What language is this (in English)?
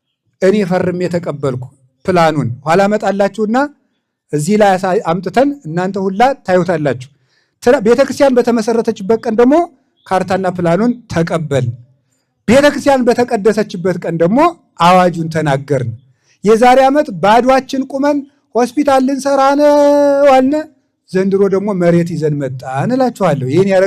Amharic